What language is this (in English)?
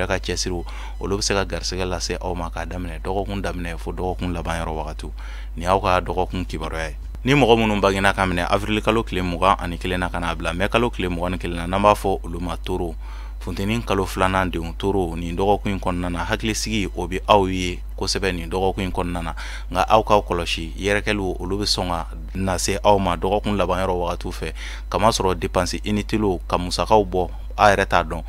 Bambara